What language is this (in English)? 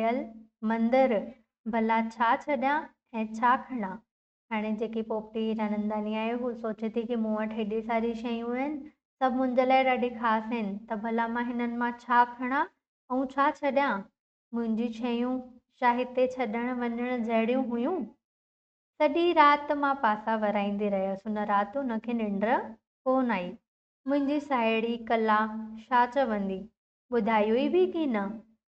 Sindhi